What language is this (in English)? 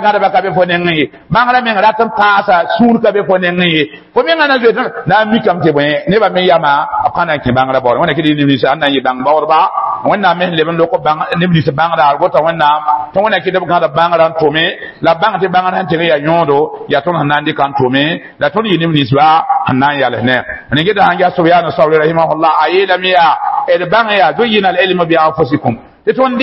Mossi